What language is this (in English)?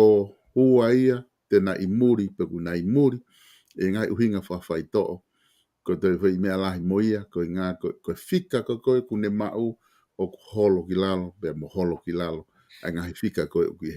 Tongan